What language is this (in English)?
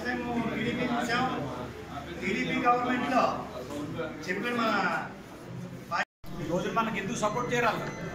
Telugu